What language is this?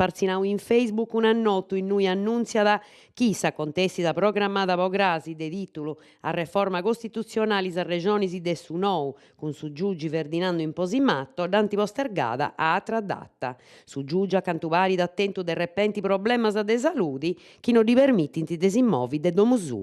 Sardinian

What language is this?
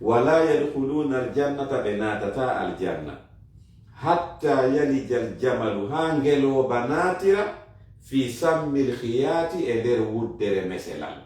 Fula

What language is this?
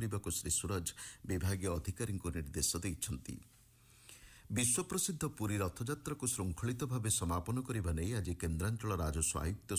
Odia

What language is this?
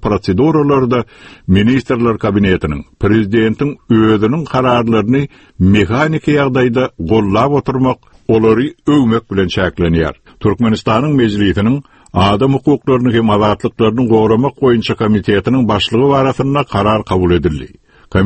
Turkmen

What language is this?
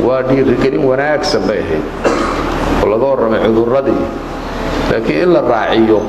Somali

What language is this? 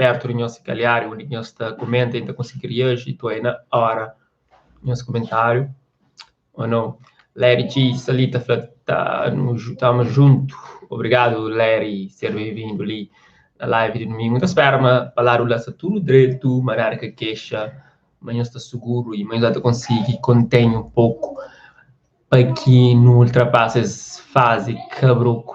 Kabuverdianu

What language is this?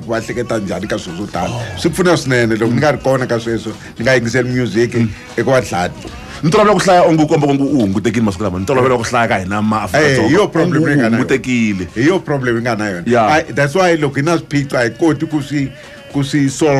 Tsonga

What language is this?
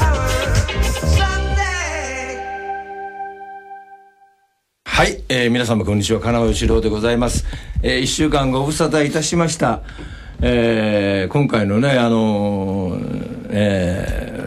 Japanese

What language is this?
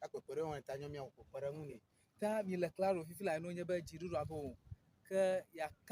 Ewe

